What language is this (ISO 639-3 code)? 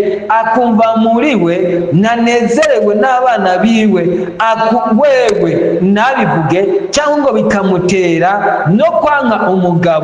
run